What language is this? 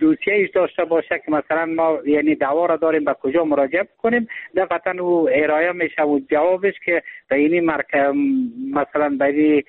Persian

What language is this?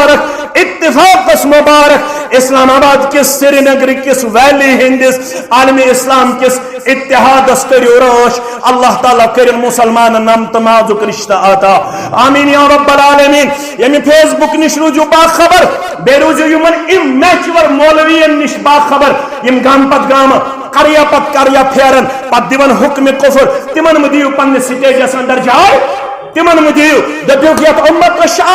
Kashmiri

